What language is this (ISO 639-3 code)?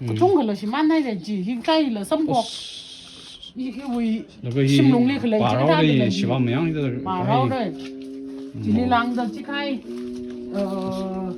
nmf